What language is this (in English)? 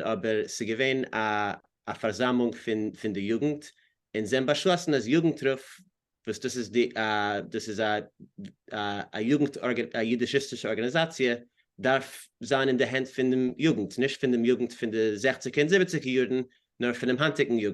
Yiddish